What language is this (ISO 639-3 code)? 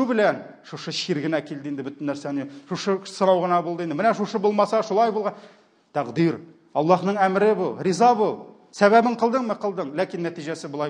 tat